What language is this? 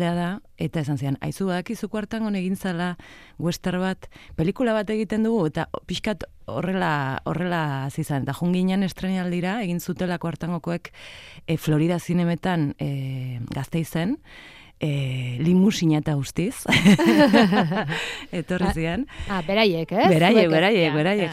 Basque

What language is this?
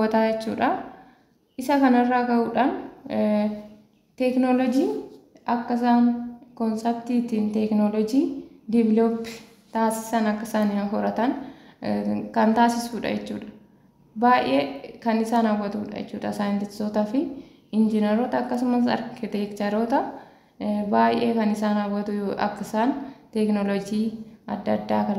Oromo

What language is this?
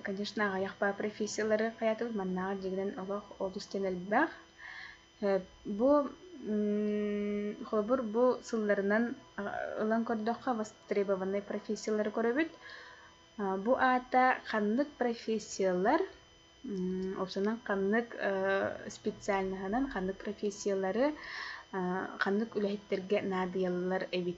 Yakut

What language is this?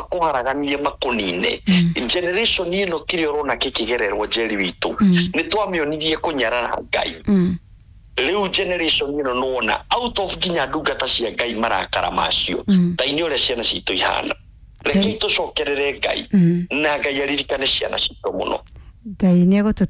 Kikuyu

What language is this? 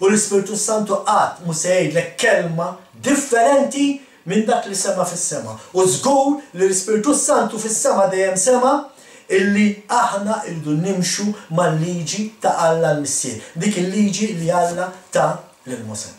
Maltese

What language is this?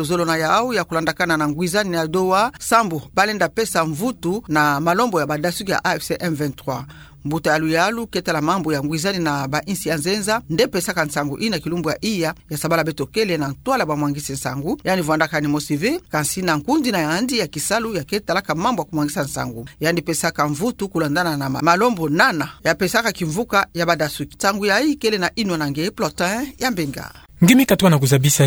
Kituba (Democratic Republic of Congo)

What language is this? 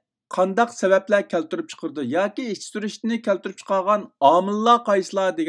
Uyghur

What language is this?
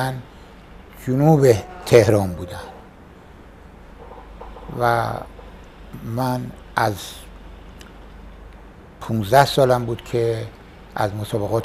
Persian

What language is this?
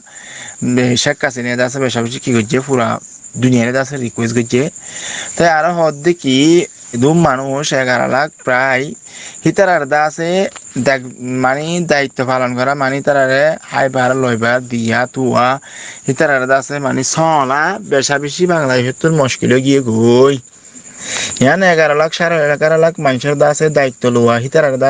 Rohingya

